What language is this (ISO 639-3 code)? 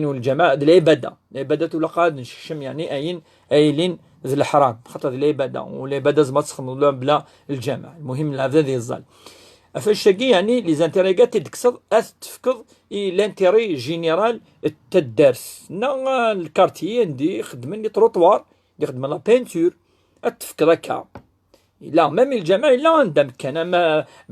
kab